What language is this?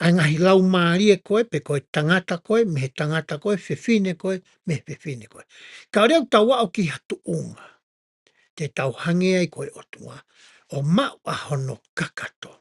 Tongan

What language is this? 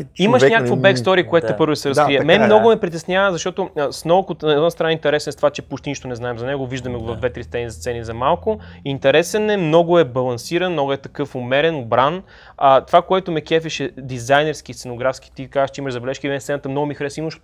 Bulgarian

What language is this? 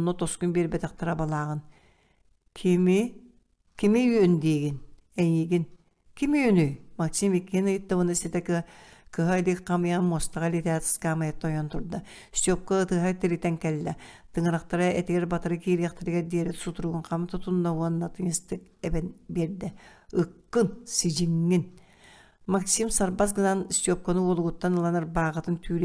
Yakut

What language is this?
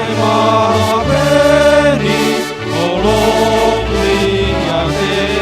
Batak Simalungun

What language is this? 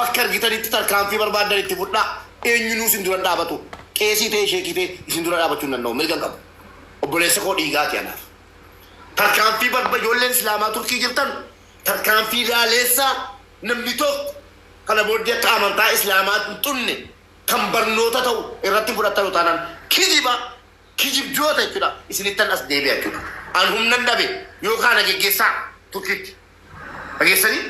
Oromo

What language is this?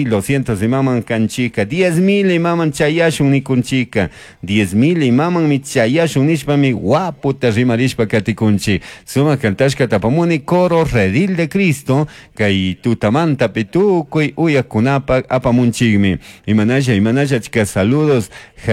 Chimborazo Highland Quichua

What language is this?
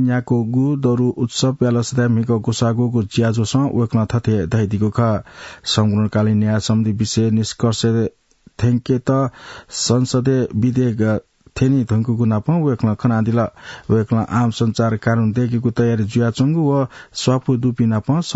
Newari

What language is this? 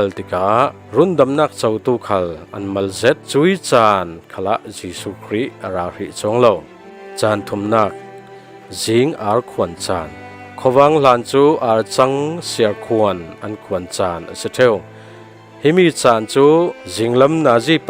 Falam Chin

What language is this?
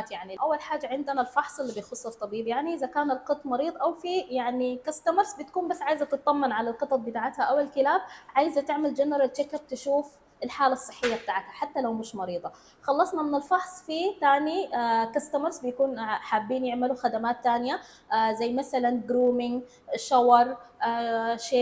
Egyptian Arabic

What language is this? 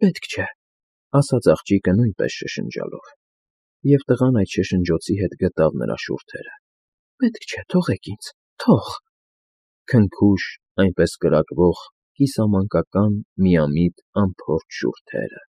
Armenian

